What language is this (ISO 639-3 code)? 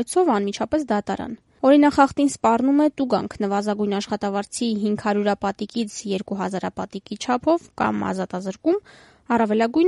hye